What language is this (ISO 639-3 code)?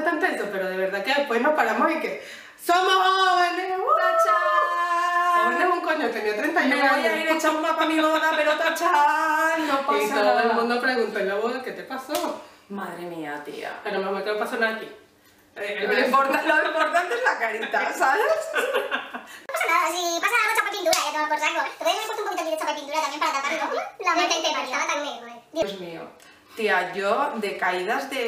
spa